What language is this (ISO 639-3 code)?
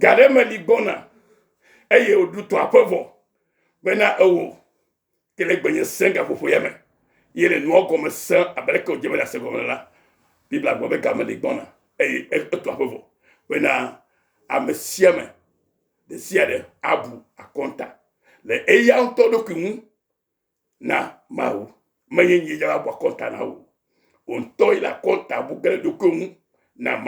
ewe